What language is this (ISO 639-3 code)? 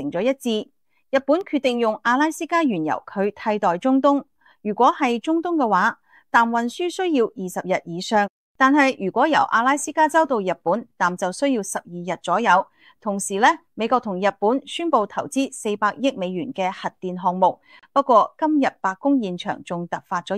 yue